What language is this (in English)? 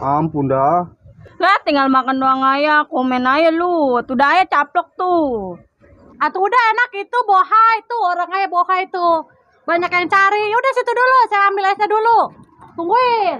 Betawi